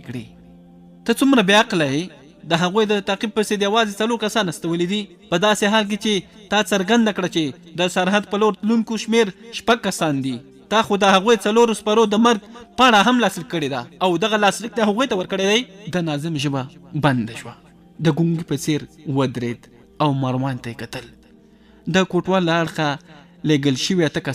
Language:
Pashto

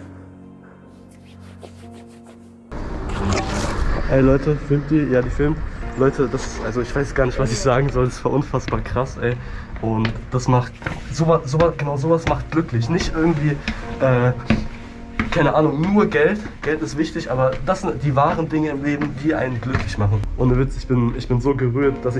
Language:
German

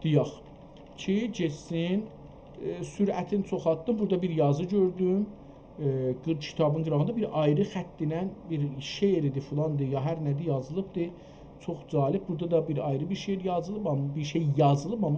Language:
South Azerbaijani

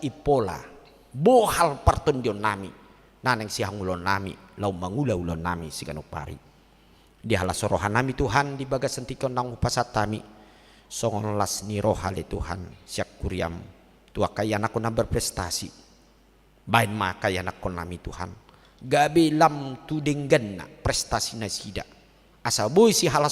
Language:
Batak Toba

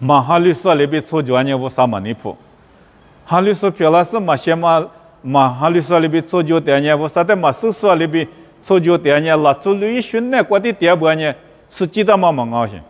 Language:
Lisu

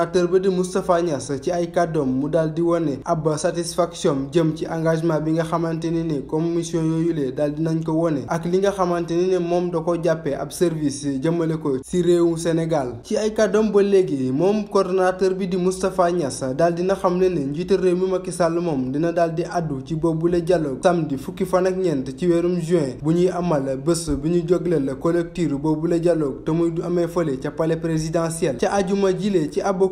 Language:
Wolof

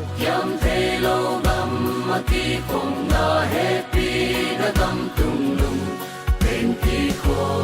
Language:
Paite Chin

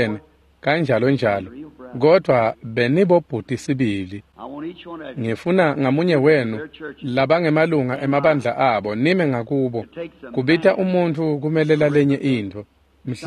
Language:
Swati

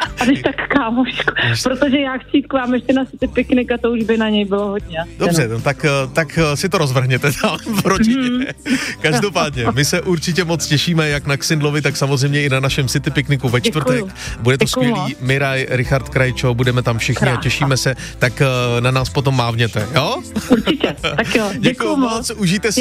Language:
Czech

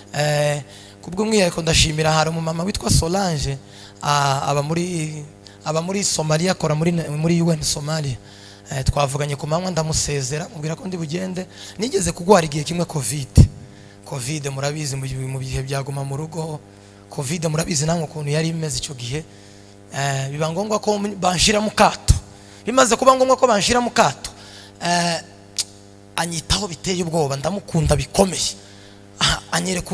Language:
Kinyarwanda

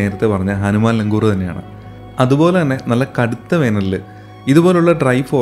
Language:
Malayalam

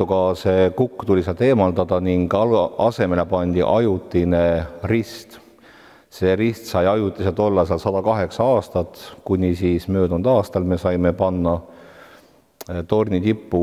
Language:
Estonian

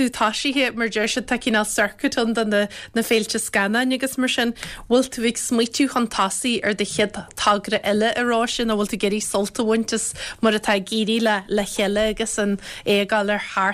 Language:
Irish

